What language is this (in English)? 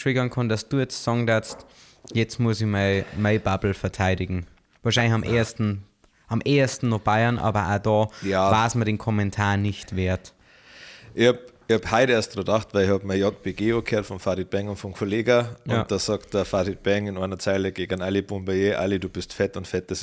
Bavarian